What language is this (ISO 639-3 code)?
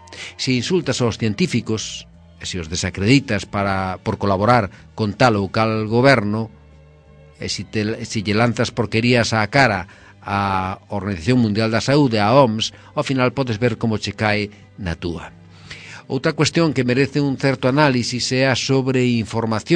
glg